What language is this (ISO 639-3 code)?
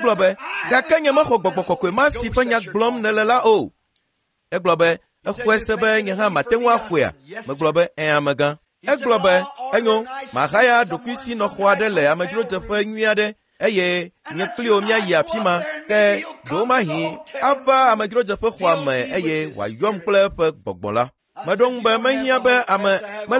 ewe